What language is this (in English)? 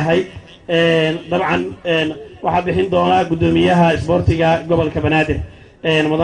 Somali